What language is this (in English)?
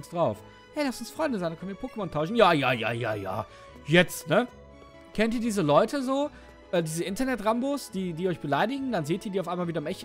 German